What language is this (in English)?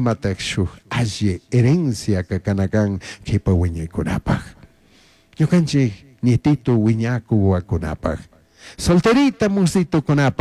Chimborazo Highland Quichua